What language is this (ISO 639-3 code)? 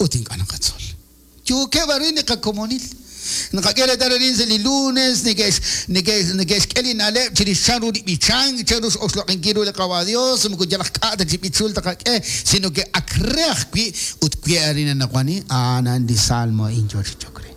kek